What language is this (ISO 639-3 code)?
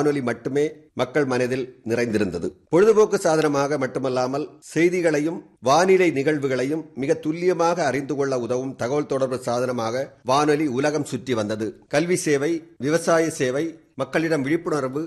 tam